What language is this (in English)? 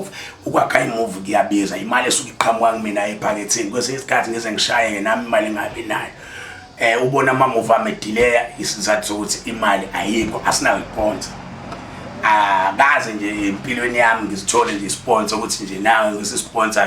Zulu